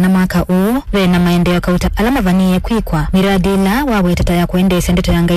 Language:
Kamba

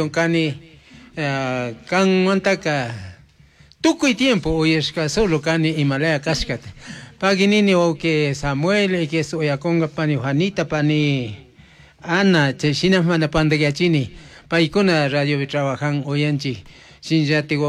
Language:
Chimborazo Highland Quichua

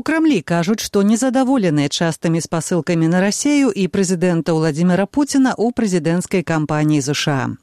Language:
Belarusian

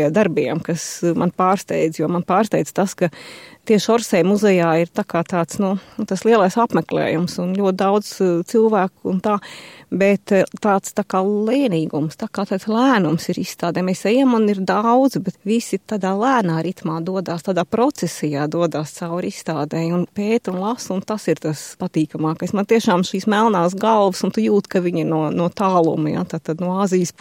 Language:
Latvian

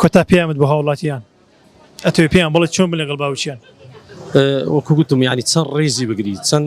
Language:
Central Kurdish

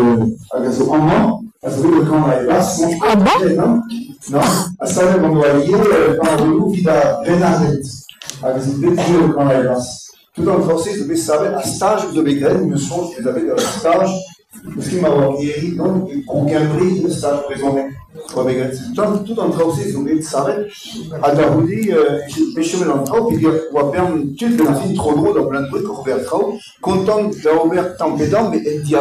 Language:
Breton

